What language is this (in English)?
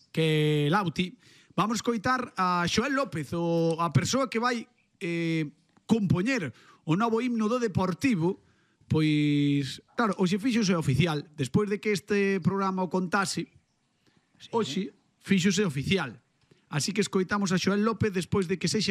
Galician